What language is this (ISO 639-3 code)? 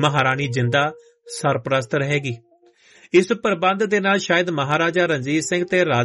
pan